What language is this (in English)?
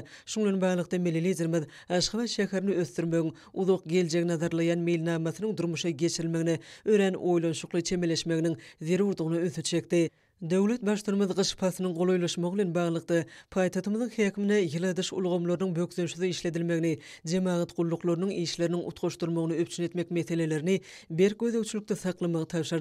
Turkmen